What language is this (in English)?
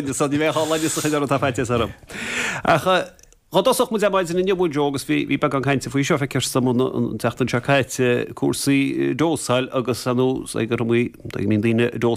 Irish